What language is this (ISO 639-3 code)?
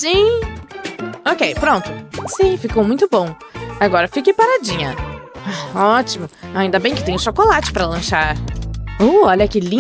por